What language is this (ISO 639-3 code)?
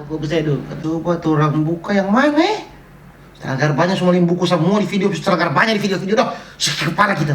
xmm